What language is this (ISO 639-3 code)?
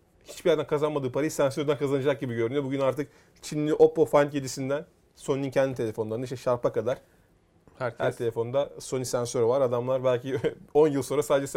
tur